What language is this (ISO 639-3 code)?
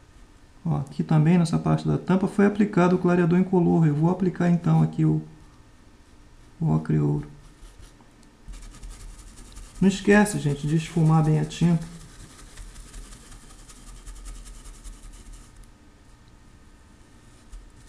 por